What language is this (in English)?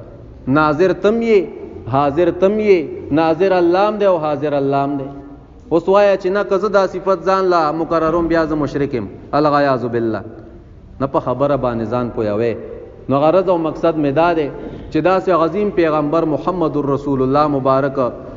Pashto